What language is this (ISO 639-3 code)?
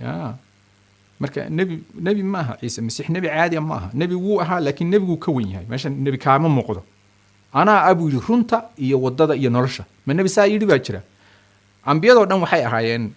som